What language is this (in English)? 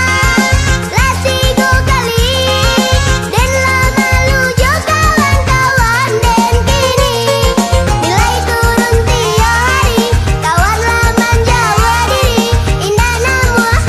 Minangkabau